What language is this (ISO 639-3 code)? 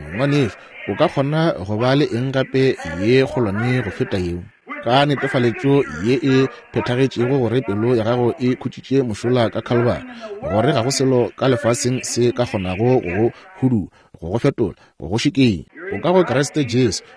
nso